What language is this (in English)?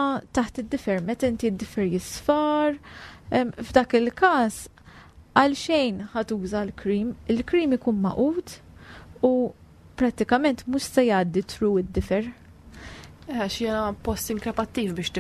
Maltese